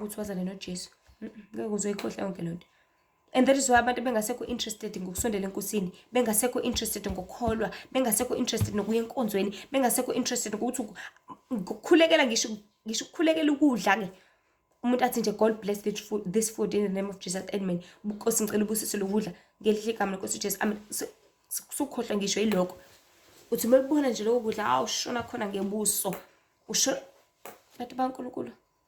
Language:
Zulu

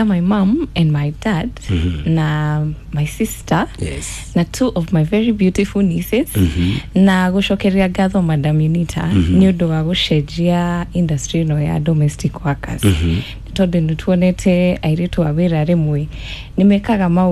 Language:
Kikuyu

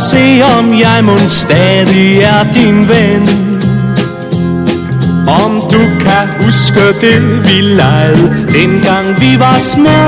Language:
Danish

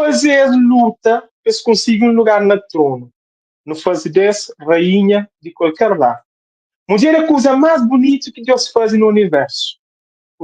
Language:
Kabuverdianu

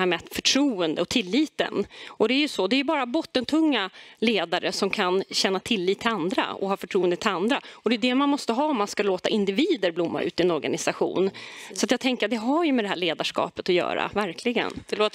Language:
Swedish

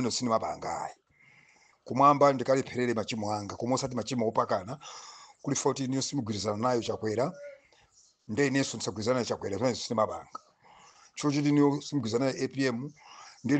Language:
Nyanja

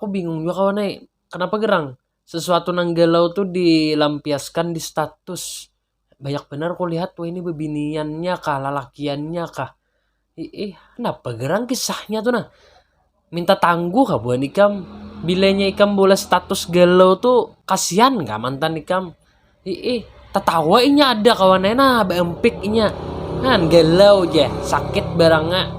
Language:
Banjar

